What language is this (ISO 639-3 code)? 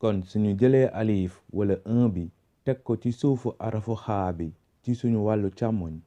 wol